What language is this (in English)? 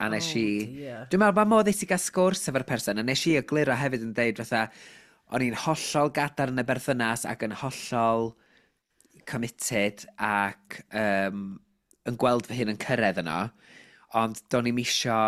Welsh